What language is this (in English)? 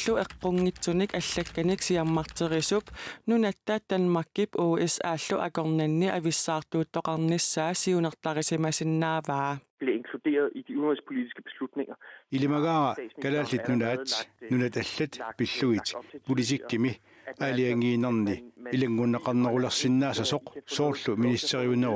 Kalaallisut